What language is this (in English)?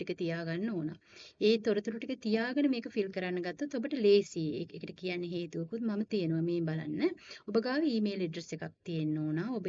Sinhala